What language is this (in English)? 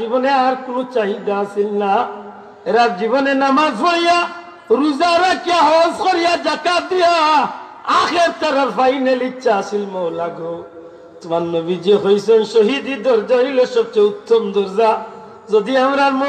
Sylheti